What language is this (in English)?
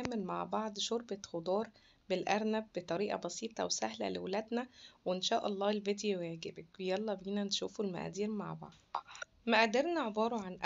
Egyptian Arabic